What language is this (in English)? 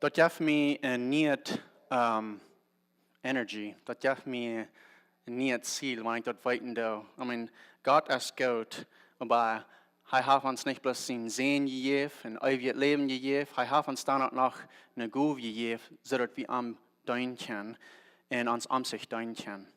Plautdietsch